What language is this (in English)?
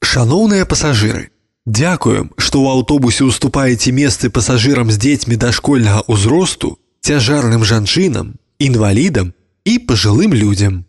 Belarusian